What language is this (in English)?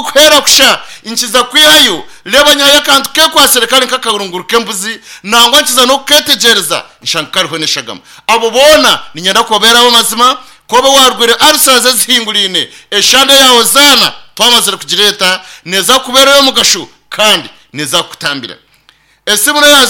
Nyankole